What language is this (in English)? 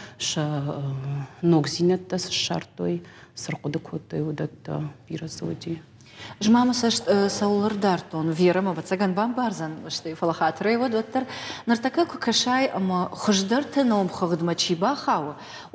Ossetic